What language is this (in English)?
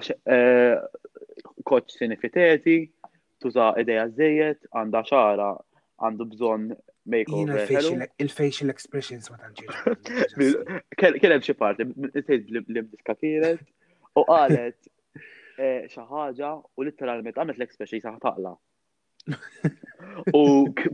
Maltese